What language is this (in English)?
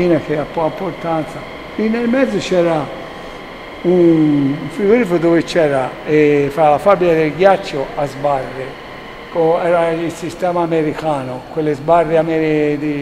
Italian